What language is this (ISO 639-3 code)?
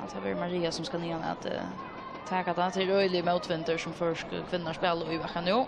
fao